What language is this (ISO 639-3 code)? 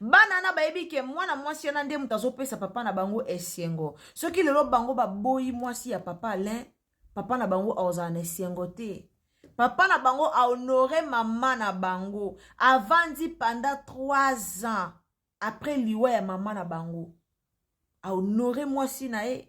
lin